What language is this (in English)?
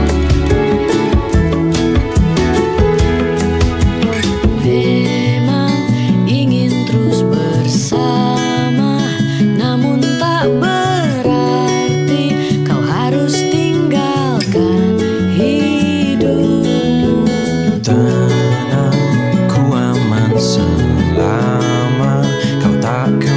Indonesian